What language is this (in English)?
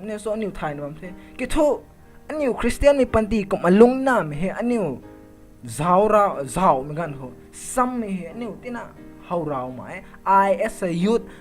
Rongmei Naga